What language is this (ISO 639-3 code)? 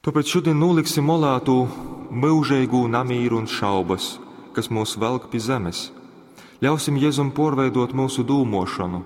ltg